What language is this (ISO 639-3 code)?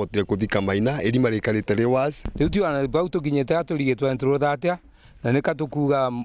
mer